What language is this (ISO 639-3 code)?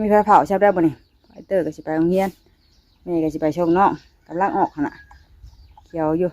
tts